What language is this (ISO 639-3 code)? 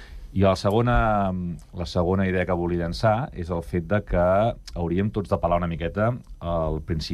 cat